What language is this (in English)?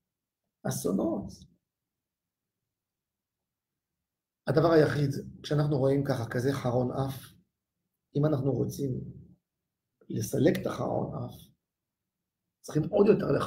Hebrew